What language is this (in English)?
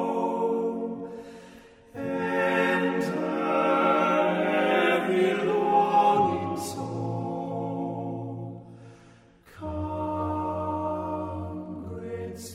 Estonian